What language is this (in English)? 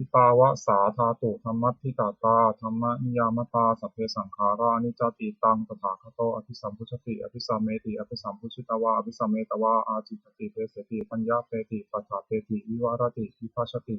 Pali